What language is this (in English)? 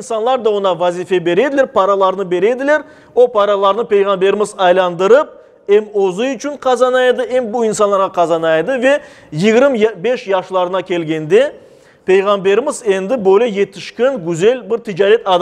Crimean Tatar